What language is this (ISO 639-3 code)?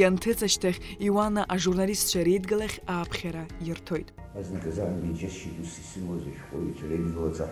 abk